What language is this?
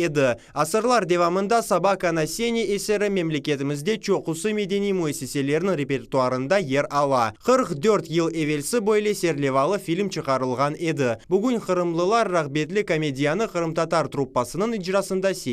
Crimean Tatar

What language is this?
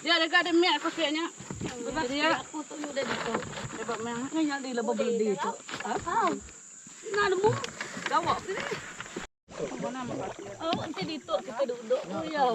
Iban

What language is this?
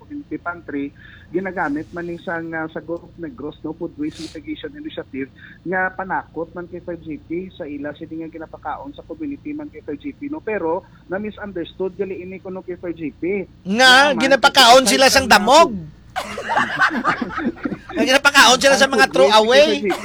Hiligaynon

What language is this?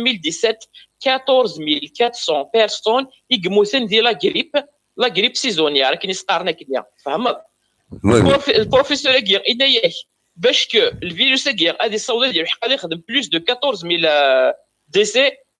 Kabyle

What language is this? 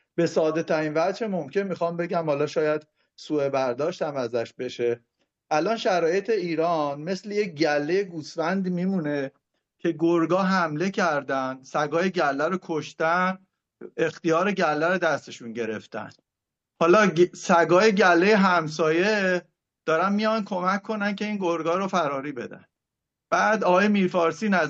Persian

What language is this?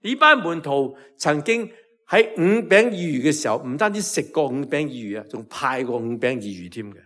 Cantonese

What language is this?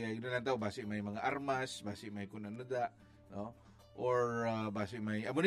Hiligaynon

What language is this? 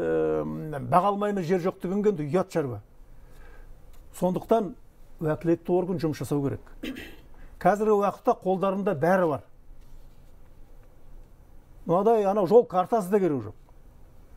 Kazakh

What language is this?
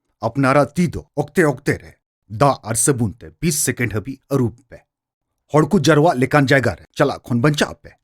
Santali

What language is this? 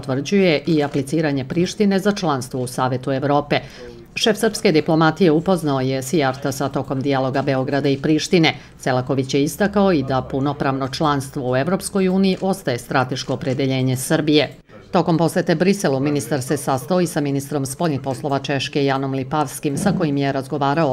Serbian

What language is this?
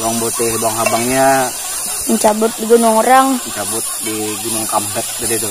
Banjar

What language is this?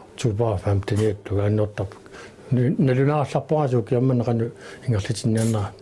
Kalaallisut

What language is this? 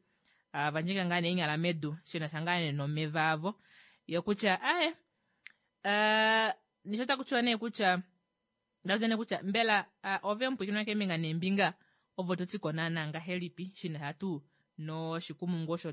Kuanyama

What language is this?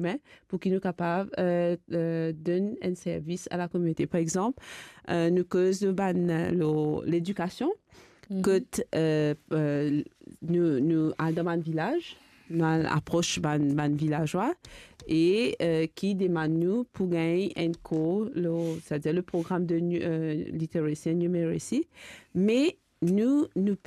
Morisyen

